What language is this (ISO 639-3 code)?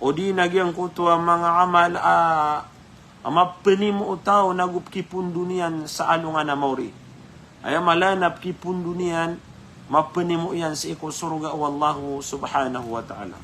mrw